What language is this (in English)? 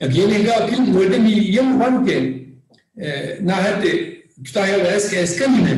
Zaza